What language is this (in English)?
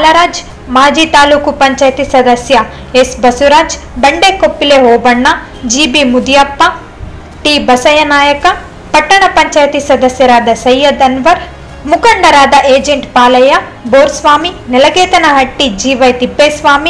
Kannada